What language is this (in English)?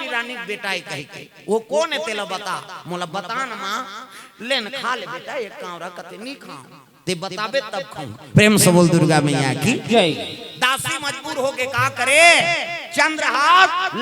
Chhattisgarhi